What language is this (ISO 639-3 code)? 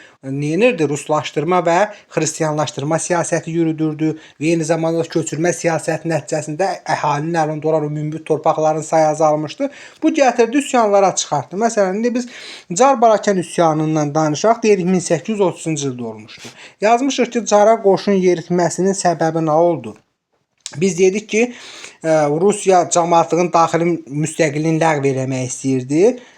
aze